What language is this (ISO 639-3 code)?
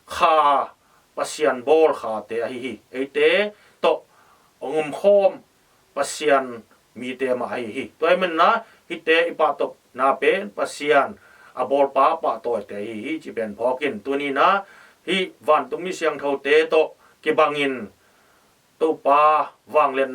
ctd